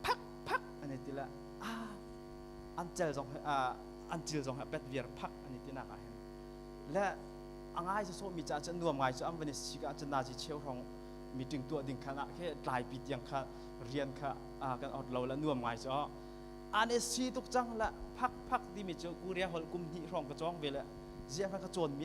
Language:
Hakha Chin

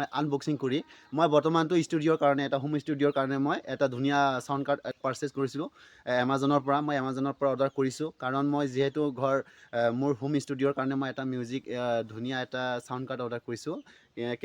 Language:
Assamese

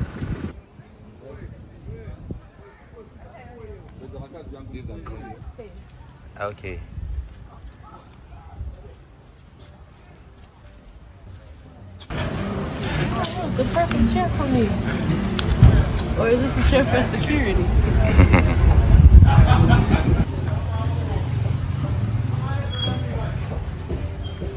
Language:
English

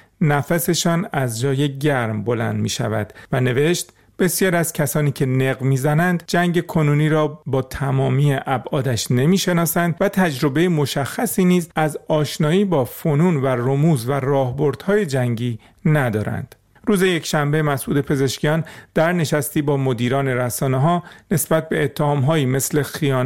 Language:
Persian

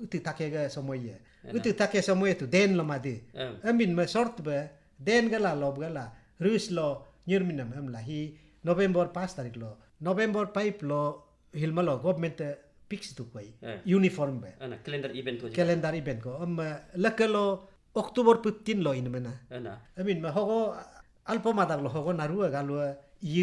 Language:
Galo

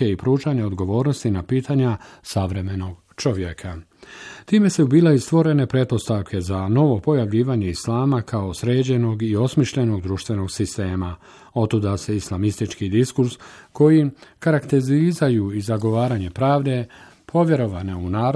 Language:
Bosnian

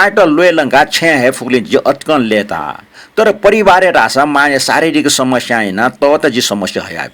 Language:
Newari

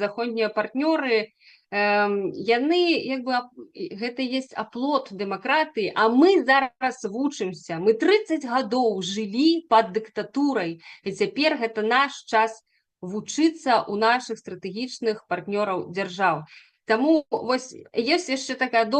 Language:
Belarusian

